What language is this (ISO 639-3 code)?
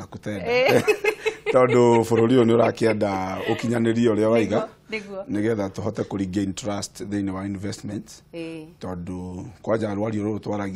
kik